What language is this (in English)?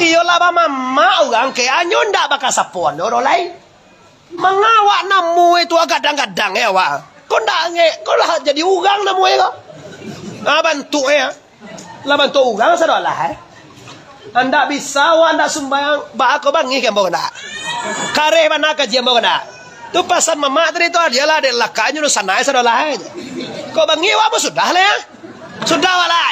Minangkabau